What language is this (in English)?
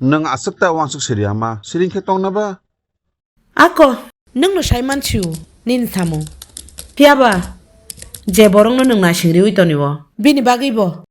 Kok Borok